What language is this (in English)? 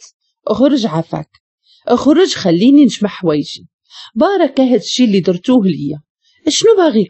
Moroccan Arabic